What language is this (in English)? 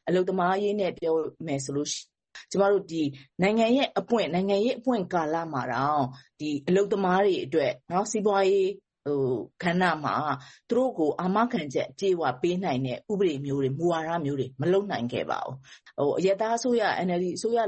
Burmese